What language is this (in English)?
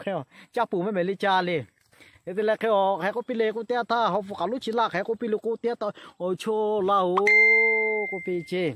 Lahu